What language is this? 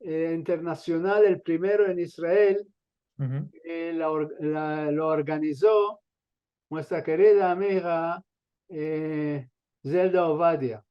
Ladino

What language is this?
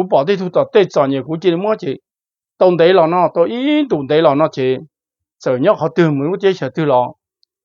Hmong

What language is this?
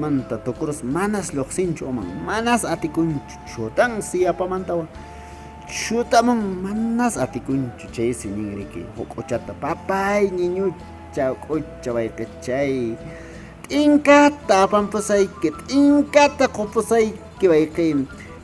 Quechua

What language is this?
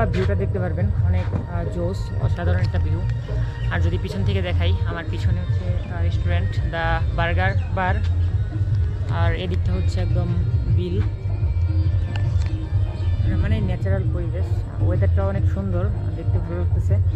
Bangla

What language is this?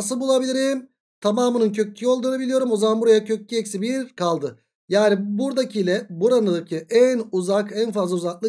Turkish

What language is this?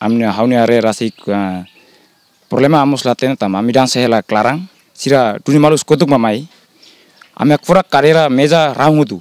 Tetum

